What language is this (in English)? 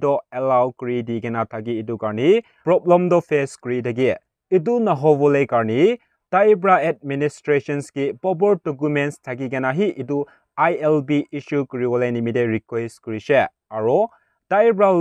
Naga Pidgin